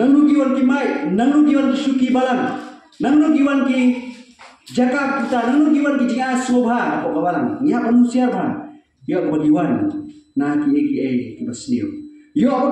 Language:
Khasi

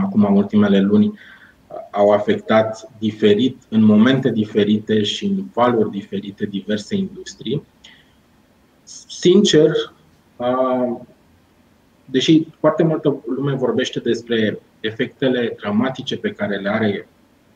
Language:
Romanian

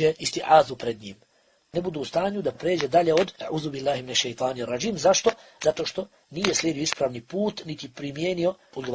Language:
Bosnian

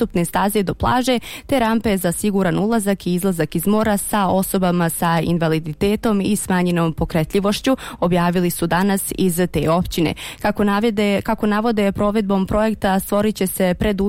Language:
Bosnian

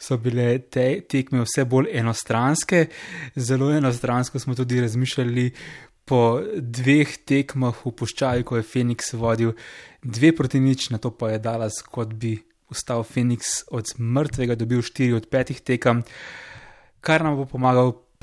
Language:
Slovenian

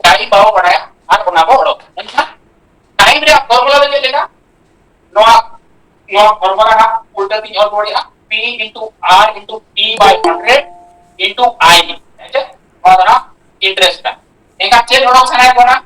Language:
Santali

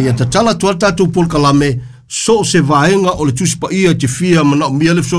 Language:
Samoan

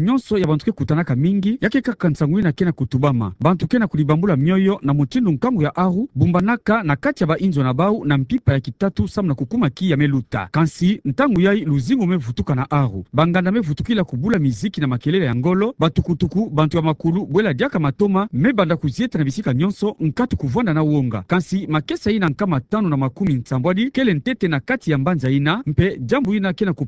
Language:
Kituba (Democratic Republic of Congo)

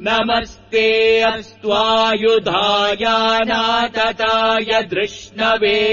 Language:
Sanskrit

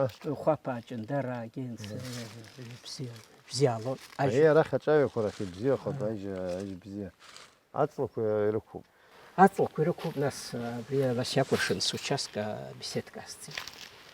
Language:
Abkhazian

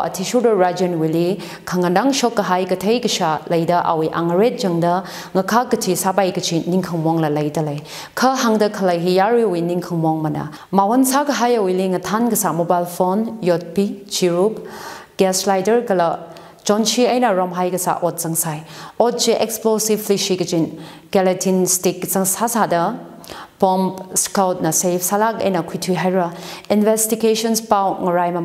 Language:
Tangkhul Naga (India)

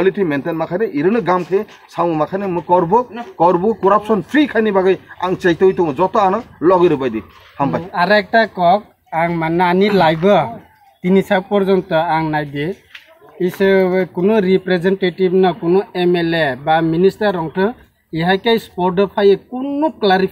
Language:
Kok Borok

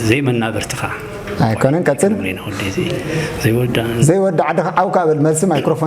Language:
Tigrinya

